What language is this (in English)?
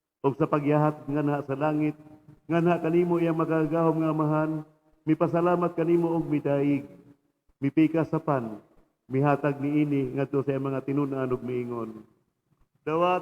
Cebuano